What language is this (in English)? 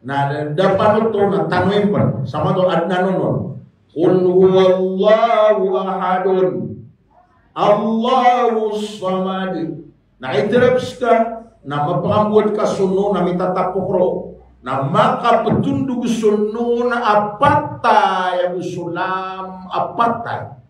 Maranao